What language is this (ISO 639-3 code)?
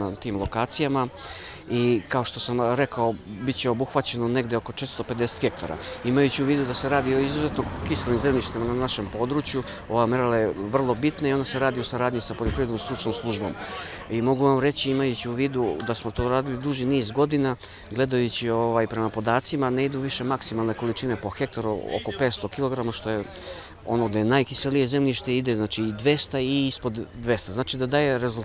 srp